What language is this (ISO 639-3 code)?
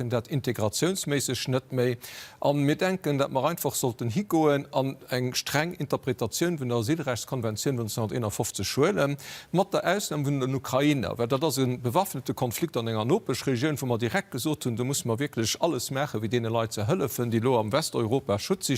ltz